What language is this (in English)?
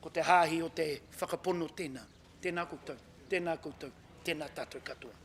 Māori